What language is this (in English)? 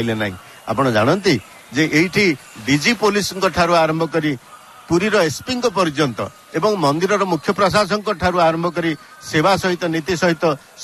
Odia